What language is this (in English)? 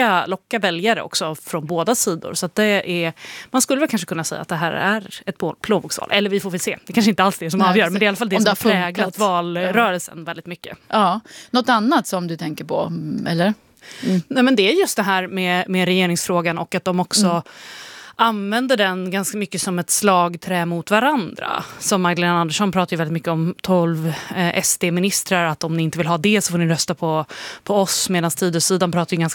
Swedish